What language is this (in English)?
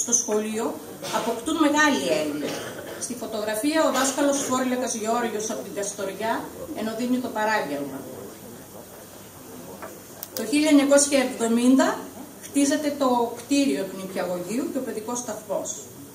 Greek